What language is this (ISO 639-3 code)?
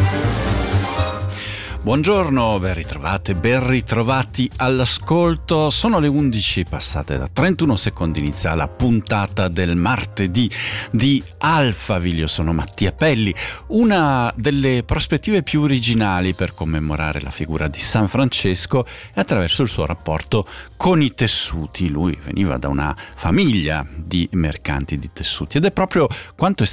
ita